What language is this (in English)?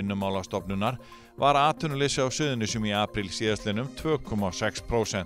Icelandic